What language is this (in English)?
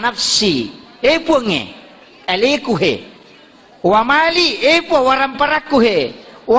Buginese